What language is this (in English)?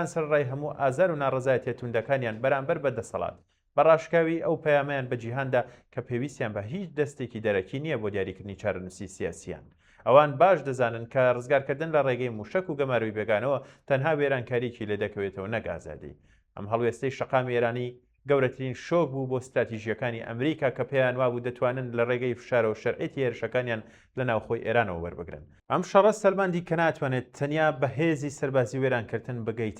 Central Kurdish